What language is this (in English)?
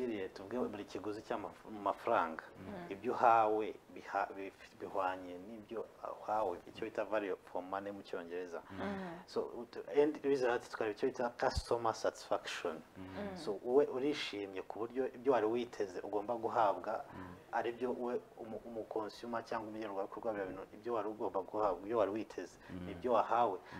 Kinyarwanda